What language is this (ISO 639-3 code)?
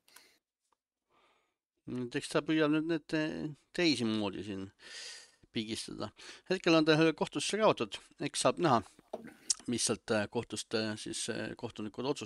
est